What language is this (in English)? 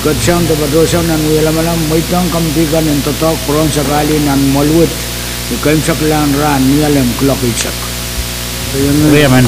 Pohnpeian